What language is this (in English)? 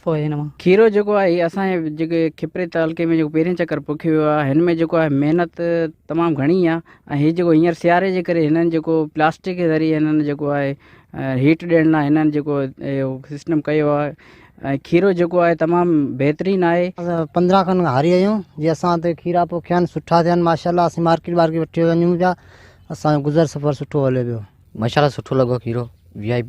Sindhi